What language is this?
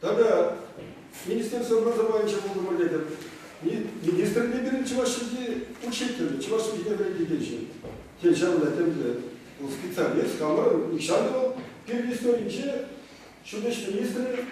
Chuvash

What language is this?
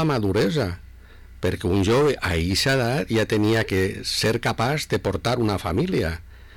Catalan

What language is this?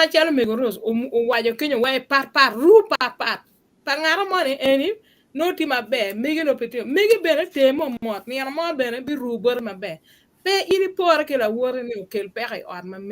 Acoli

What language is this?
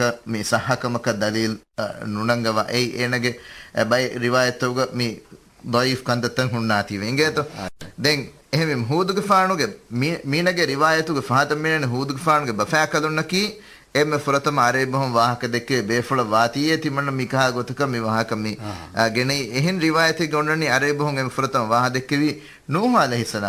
Divehi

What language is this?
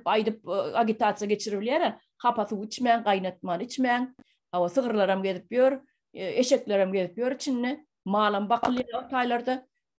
Turkmen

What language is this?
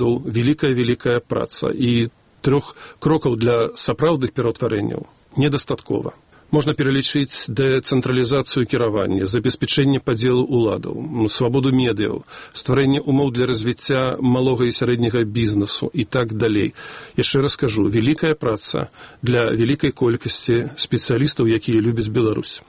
Belarusian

